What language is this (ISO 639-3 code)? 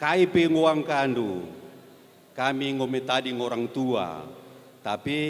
btx